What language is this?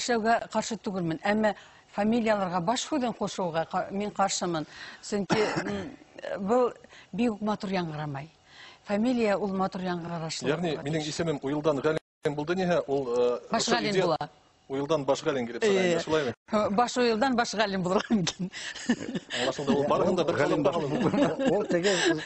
Bashkir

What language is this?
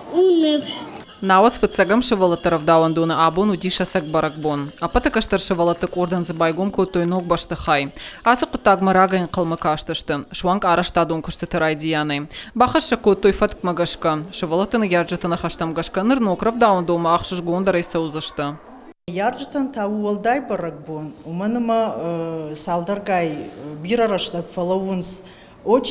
Ossetic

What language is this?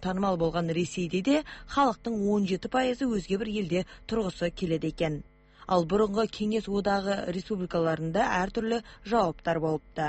Kazakh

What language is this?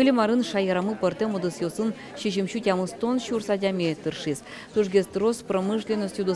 Udmurt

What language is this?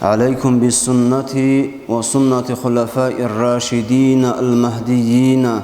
Avaric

